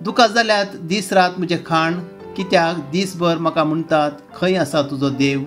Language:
Konkani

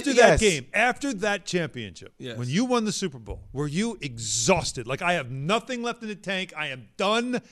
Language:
English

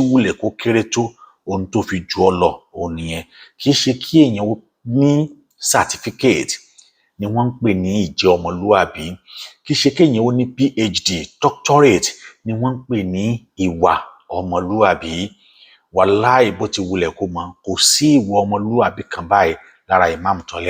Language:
Yoruba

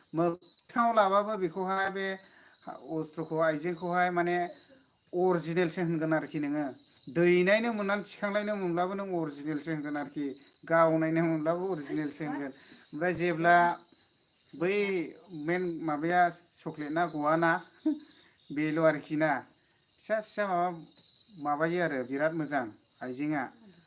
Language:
Bodo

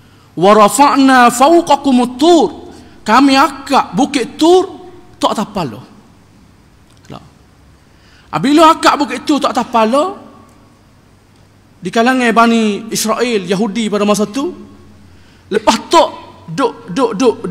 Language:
Malay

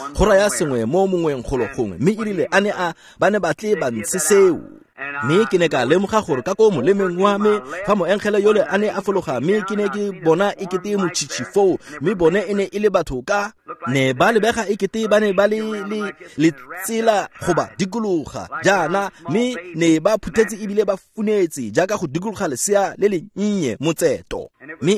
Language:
Tswana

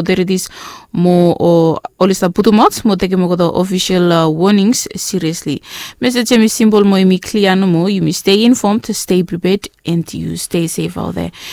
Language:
Bislama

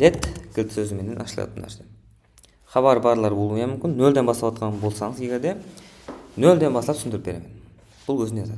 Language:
Kara-Kalpak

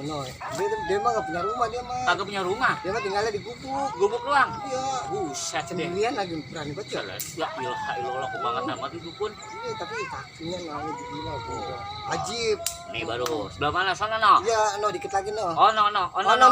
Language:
Betawi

